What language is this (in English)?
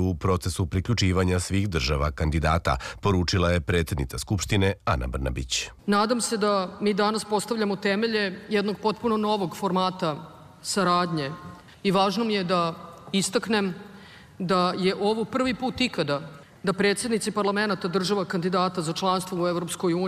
Serbian